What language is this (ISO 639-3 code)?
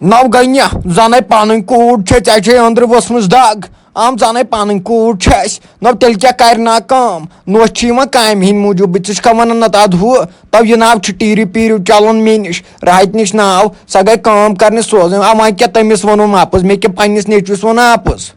kas